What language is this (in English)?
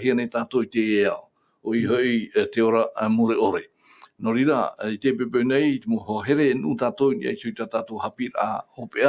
Tahitian